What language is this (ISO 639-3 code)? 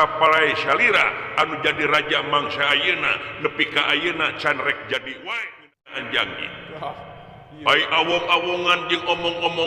sun